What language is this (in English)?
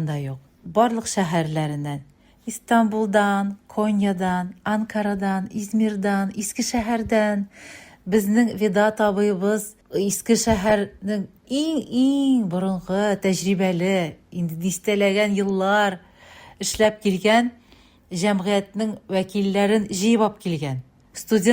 Tatar